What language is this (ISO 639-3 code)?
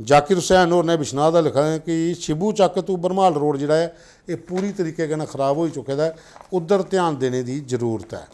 doi